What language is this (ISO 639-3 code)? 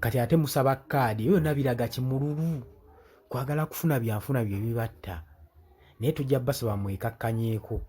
lug